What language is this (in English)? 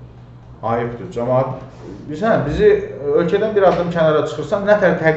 Azerbaijani